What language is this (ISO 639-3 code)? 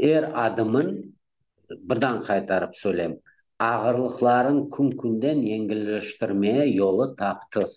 crh